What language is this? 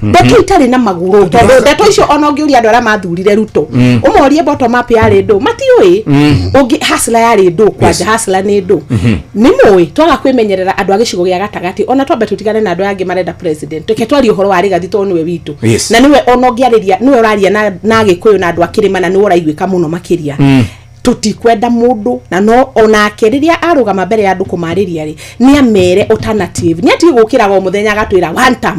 Kikuyu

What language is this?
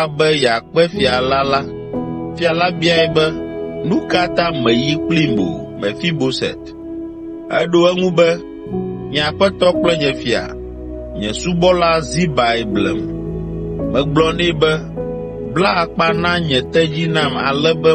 Ewe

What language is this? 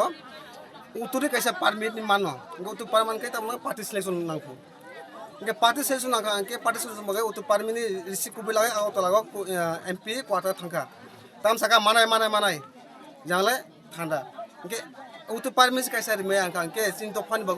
Kok Borok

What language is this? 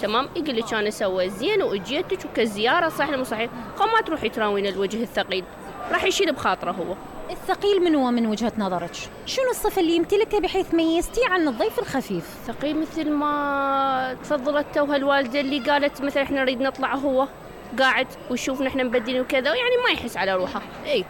Mesopotamian Arabic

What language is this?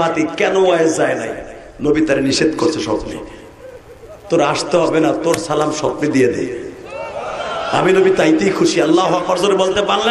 Bangla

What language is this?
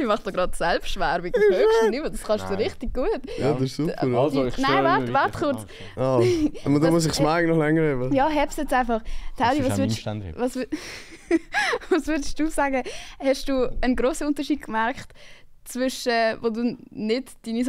Swiss German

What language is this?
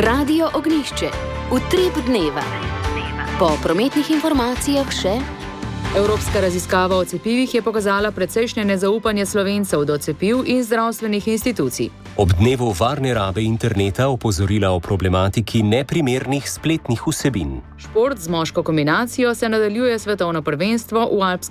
Slovenian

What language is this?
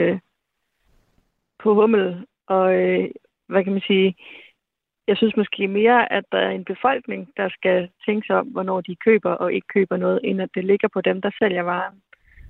Danish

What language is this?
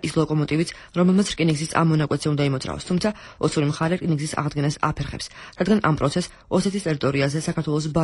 Georgian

